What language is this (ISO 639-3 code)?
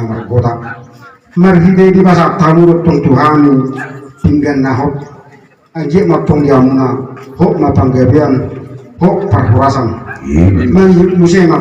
bbc